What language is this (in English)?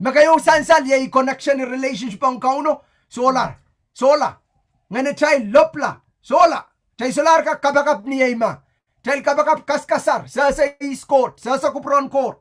Pohnpeian